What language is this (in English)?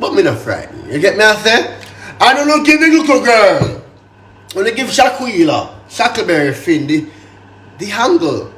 Jamaican Creole English